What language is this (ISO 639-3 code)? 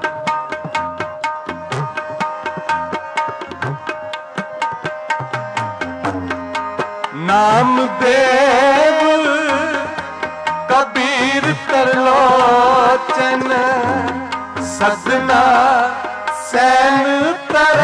pan